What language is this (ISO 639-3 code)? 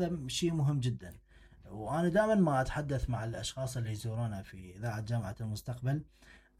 acm